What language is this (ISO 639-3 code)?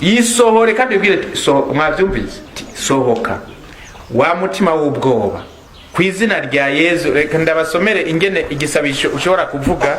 run